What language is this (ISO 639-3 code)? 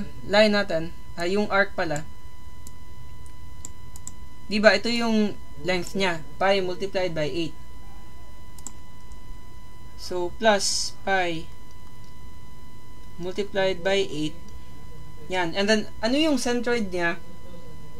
fil